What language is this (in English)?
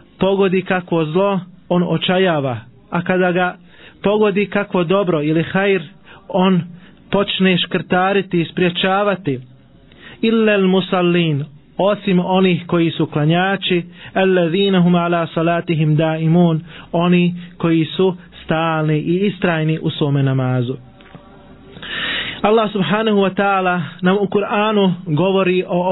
Bosnian